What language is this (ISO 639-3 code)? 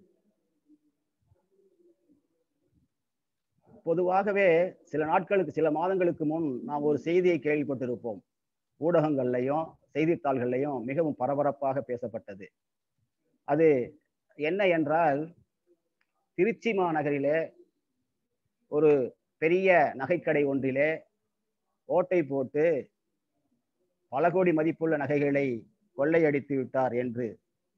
tam